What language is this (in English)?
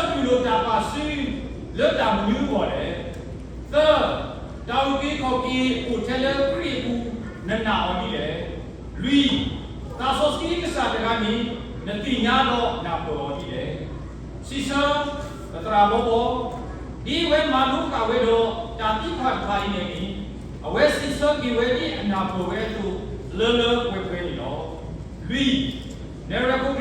S'gaw Karen